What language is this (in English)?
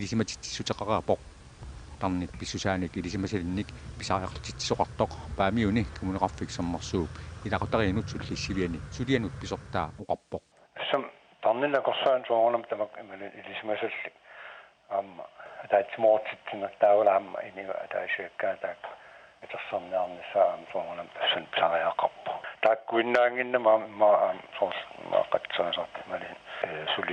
Kalaallisut